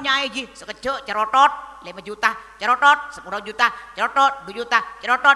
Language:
Madurese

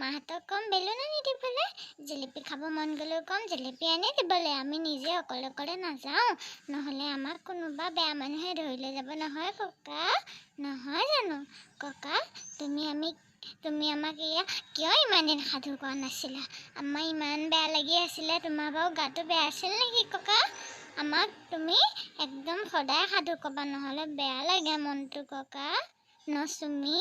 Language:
Assamese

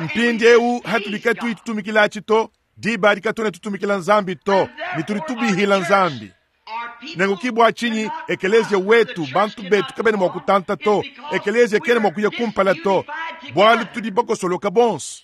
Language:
Luba-Lulua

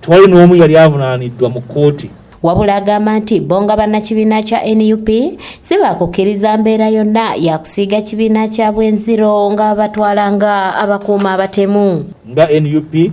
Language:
Ganda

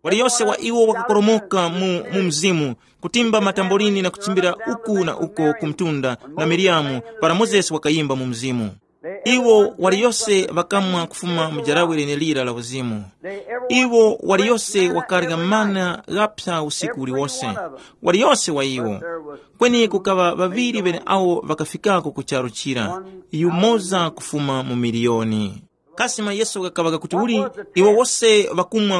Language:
Tumbuka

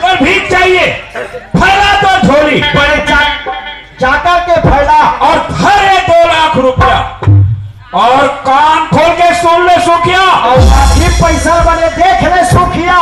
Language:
Chhattisgarhi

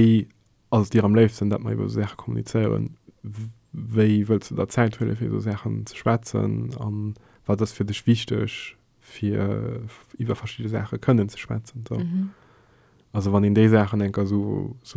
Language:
Luxembourgish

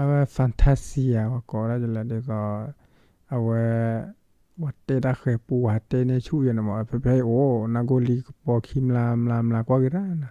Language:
S'gaw Karen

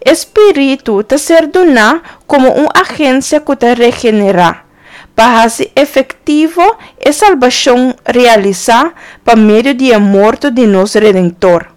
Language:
Papiamento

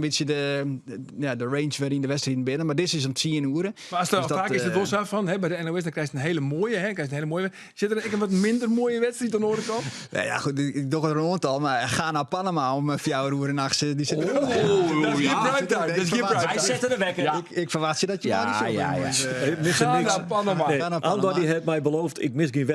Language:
Western Frisian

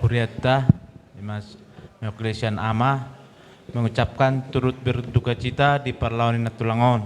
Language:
Batak Toba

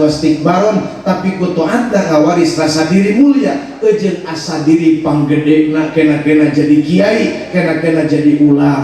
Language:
Sundanese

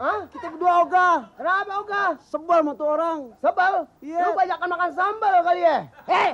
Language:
Betawi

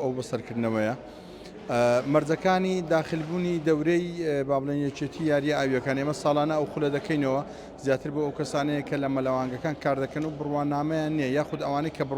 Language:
Central Kurdish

